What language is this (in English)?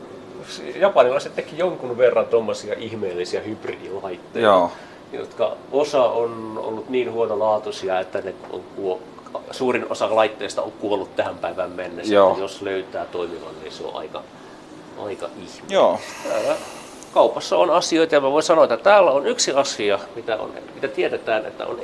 Finnish